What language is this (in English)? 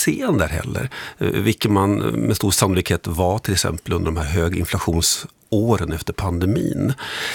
Swedish